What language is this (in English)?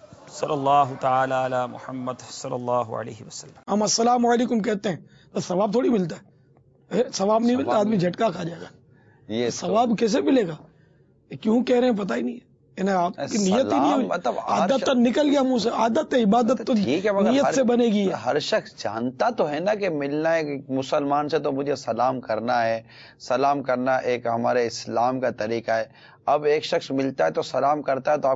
Urdu